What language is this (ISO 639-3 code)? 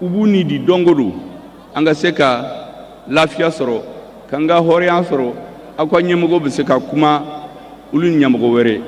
bam